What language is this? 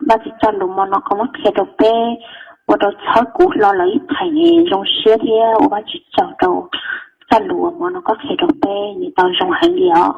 Hmong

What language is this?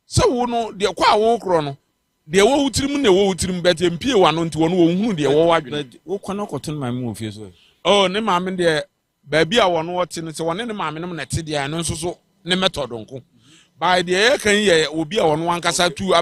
Akan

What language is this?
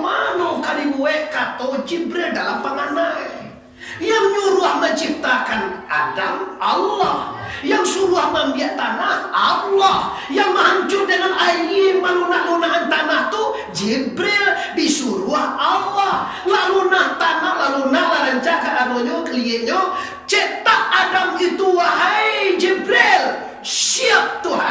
Minangkabau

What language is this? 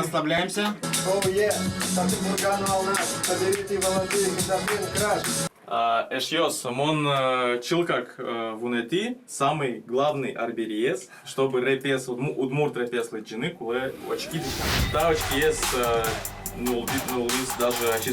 Udmurt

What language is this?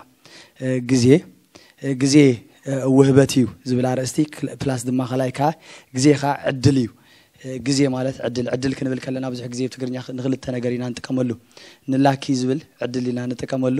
Tigrinya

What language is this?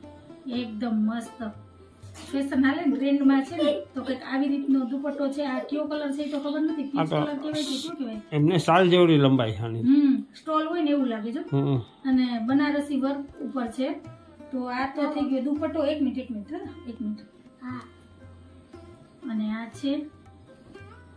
Gujarati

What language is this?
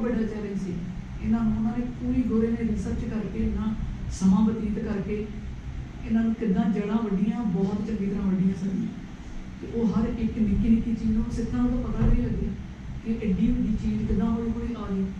Punjabi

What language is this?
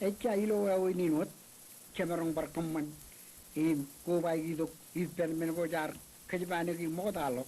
Marshallese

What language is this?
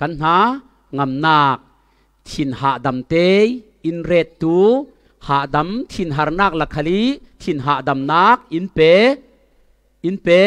Falam Chin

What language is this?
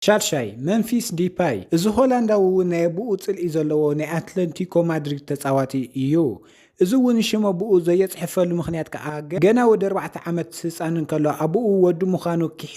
Tigrinya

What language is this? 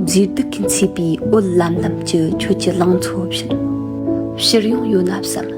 Tibetan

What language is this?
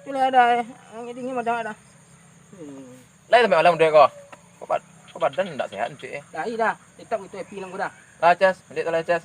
Minangkabau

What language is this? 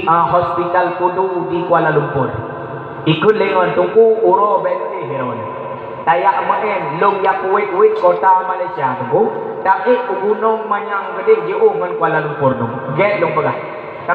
Achinese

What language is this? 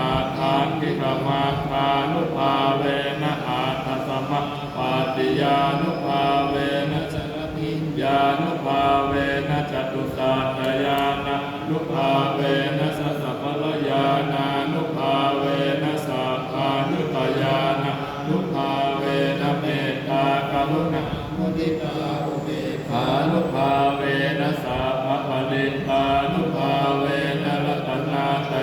Pali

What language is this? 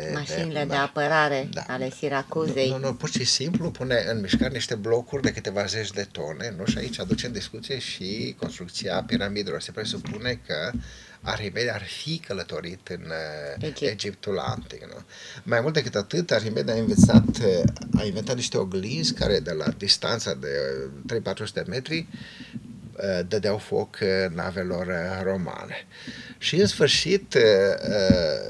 Romanian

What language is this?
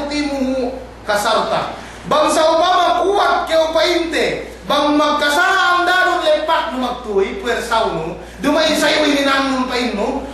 Yakan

